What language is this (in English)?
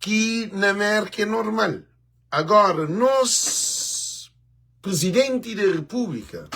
Kabuverdianu